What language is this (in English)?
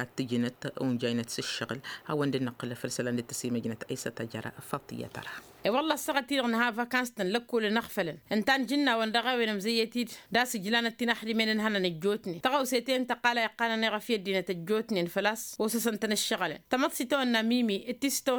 Tamasheq